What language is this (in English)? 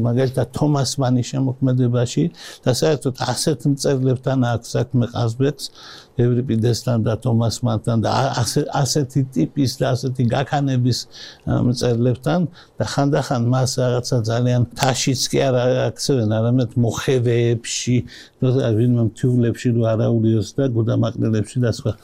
Georgian